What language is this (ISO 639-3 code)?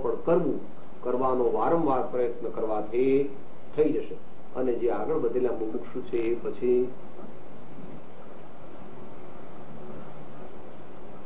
guj